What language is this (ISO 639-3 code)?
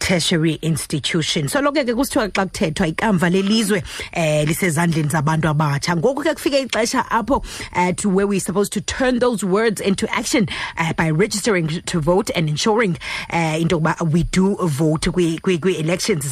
xho